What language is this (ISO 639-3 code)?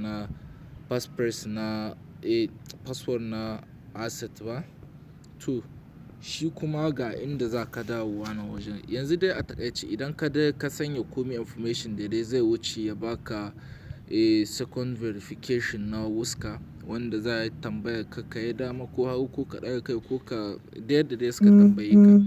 hau